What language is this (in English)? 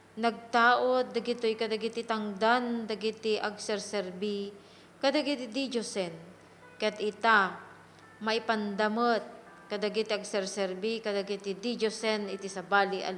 Iloko